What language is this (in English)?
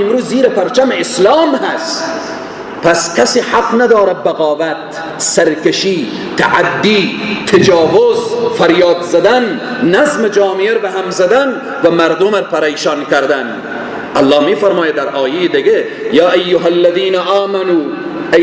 Persian